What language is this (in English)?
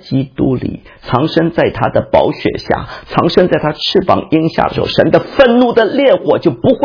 Chinese